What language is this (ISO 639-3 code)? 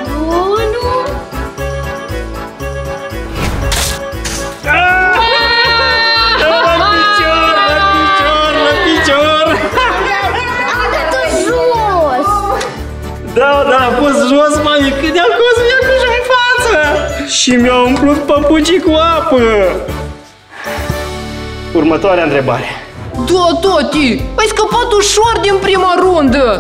ron